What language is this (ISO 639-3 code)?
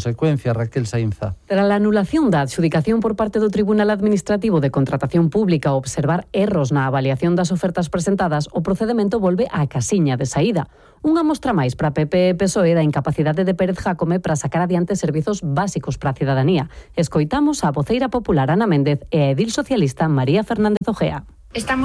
glg